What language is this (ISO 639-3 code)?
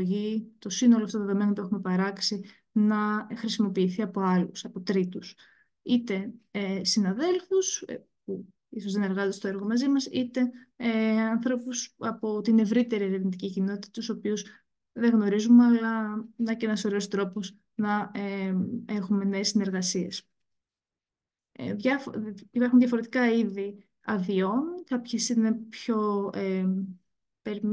ell